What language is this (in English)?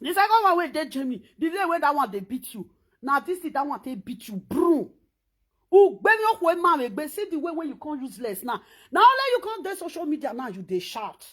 Nigerian Pidgin